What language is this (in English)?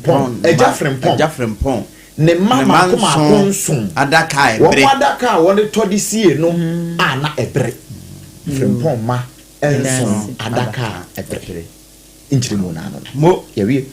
Akan